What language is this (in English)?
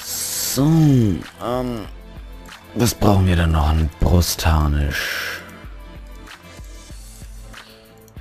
German